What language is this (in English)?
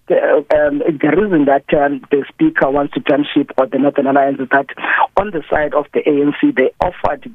English